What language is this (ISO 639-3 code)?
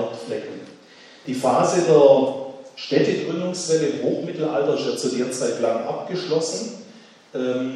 deu